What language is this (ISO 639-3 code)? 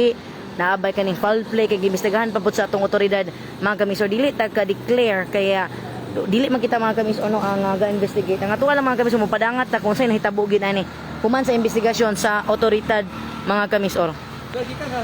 ceb